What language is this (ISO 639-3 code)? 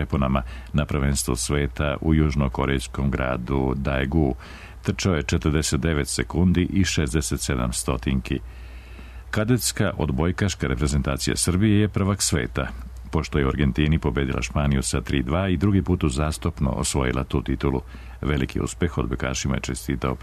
srp